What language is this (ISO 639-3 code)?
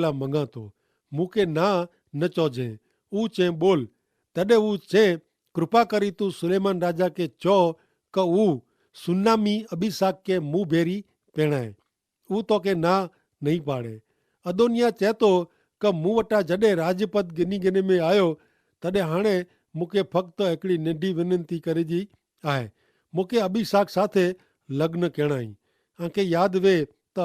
kfr